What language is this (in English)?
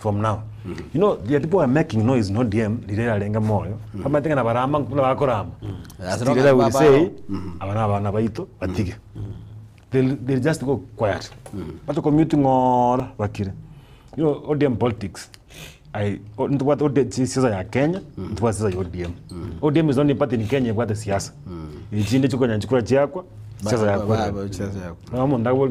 Gusii